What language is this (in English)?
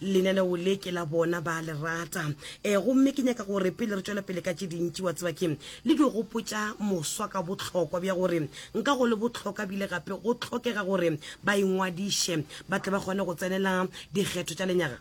Northern Sotho